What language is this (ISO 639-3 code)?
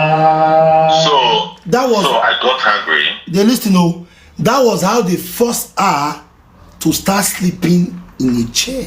pcm